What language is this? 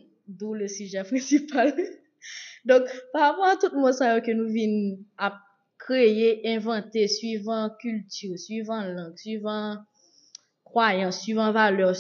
Haitian Creole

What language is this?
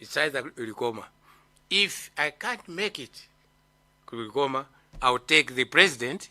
Nyanja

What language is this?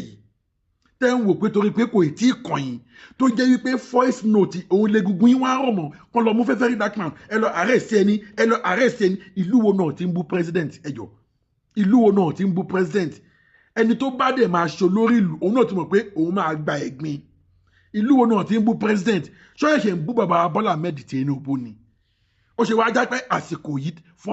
Yoruba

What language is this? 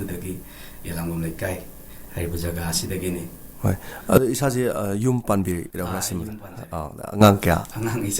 Manipuri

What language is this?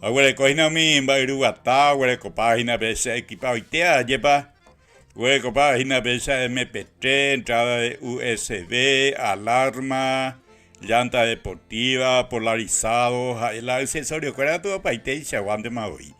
Guarani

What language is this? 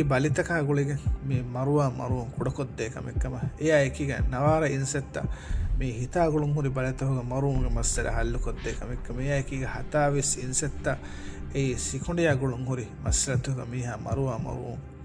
Divehi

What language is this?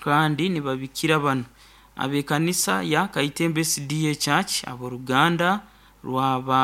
Nyoro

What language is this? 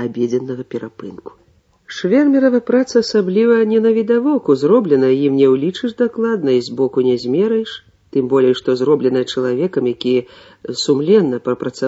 Belarusian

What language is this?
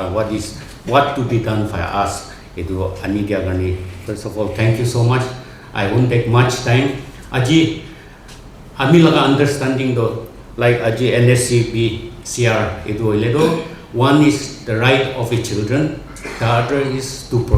Naga Pidgin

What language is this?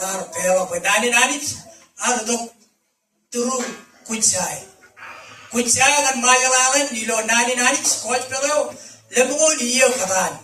Marshallese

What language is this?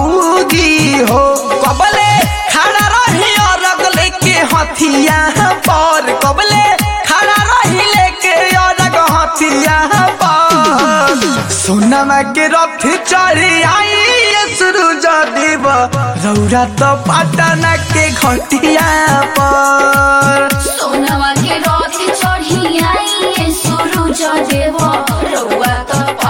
Bhojpuri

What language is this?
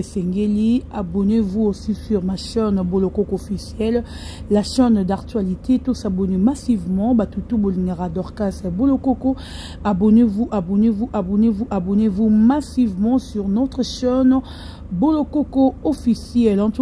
Lingala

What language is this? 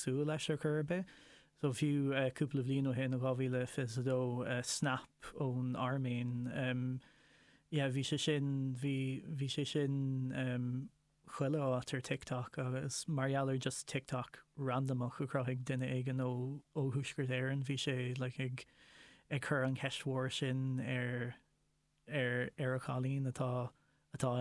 Irish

